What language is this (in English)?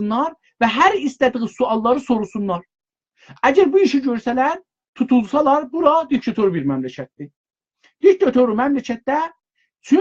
South Azerbaijani